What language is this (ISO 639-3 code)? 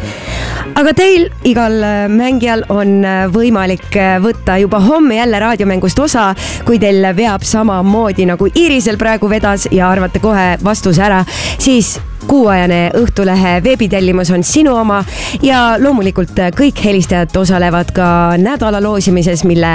est